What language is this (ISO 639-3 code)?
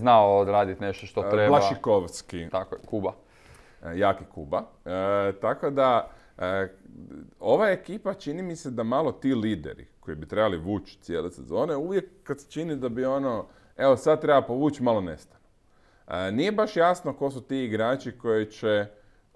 hrv